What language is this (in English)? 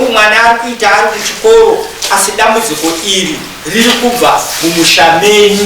Shona